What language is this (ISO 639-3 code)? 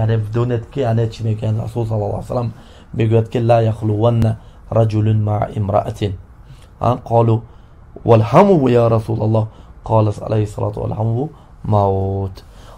tgk